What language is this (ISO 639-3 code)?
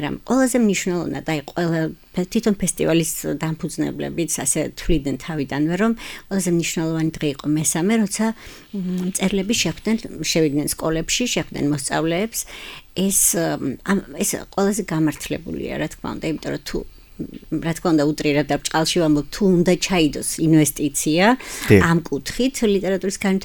kat